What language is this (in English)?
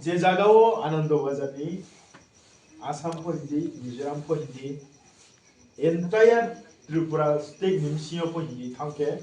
Riang (India)